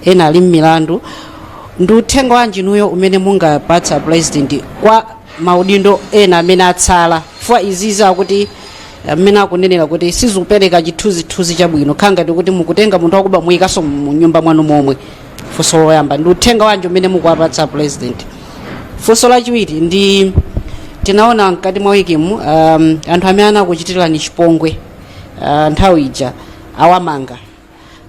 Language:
Nyanja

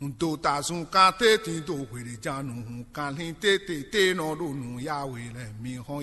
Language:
Fon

